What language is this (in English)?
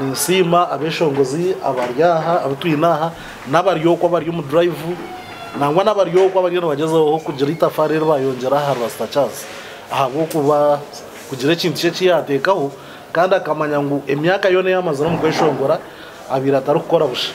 Nyankole